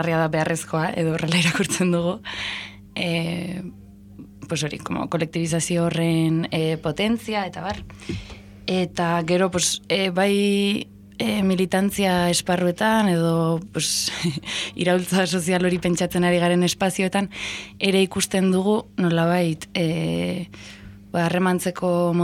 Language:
Basque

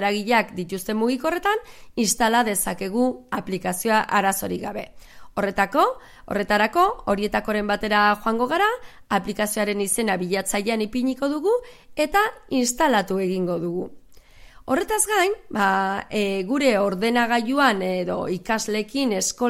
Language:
Basque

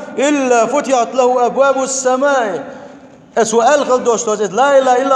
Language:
Chechen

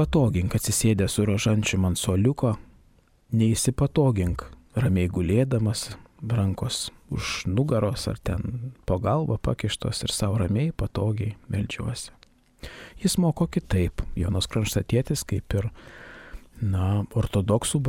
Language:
Lithuanian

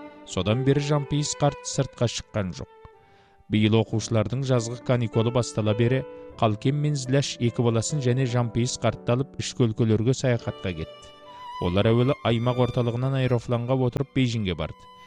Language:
Kazakh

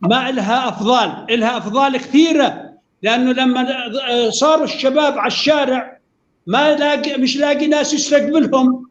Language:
North Levantine Arabic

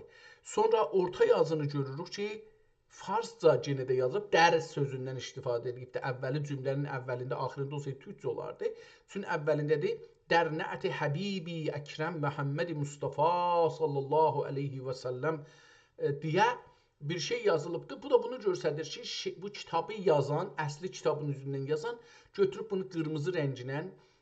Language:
South Azerbaijani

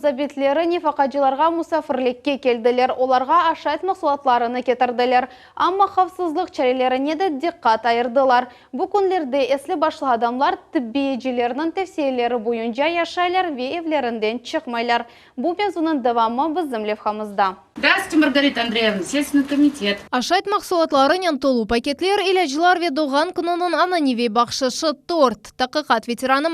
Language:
Crimean Tatar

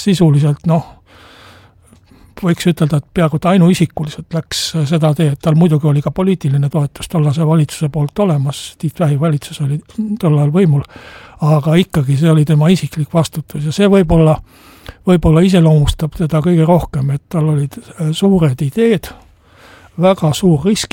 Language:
Estonian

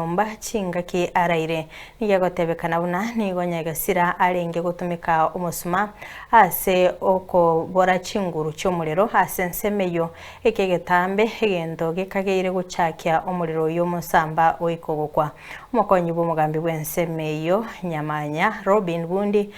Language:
Gusii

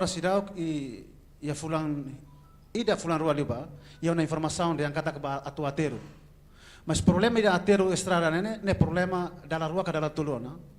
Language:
Tetum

